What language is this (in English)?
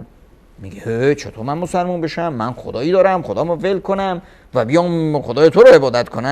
Persian